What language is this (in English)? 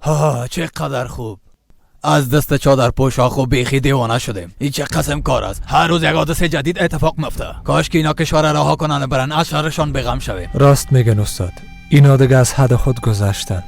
Persian